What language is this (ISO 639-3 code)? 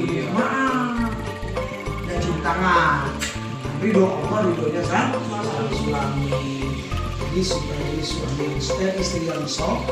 bew